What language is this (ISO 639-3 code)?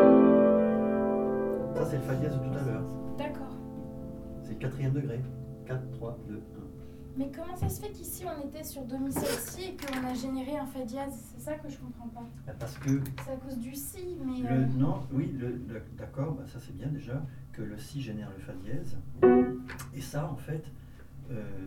fra